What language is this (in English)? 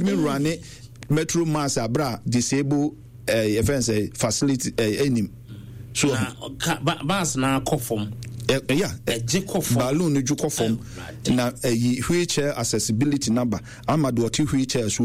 Akan